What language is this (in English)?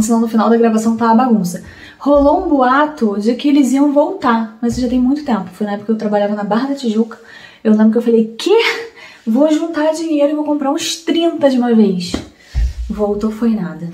Portuguese